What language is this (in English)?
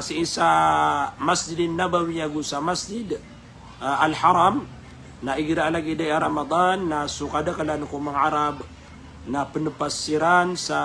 Maranao